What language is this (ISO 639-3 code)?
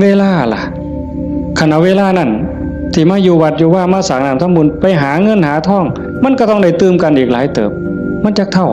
tts